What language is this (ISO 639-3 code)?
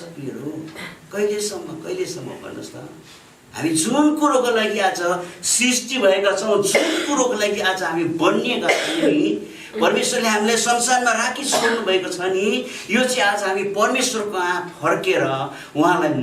nep